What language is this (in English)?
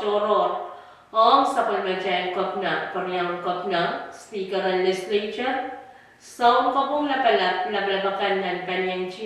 Pohnpeian